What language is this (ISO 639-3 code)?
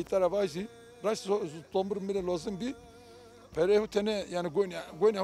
zza